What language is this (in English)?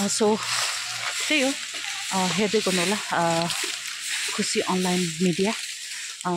Nepali